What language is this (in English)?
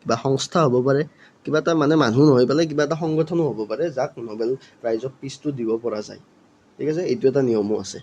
Assamese